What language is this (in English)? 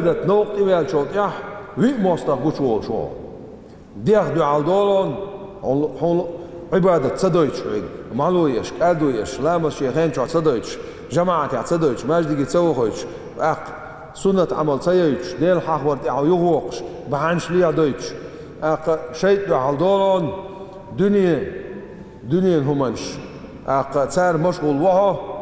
Chechen